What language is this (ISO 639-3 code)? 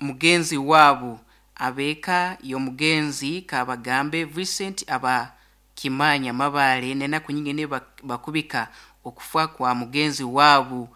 nyn